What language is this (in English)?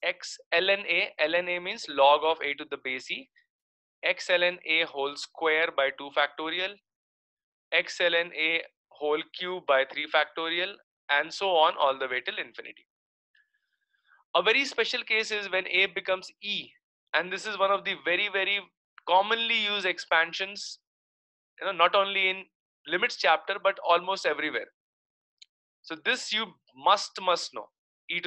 English